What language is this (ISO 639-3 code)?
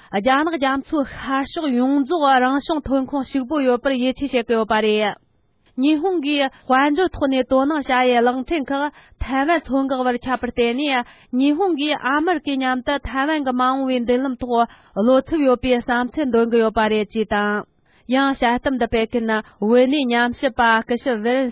bod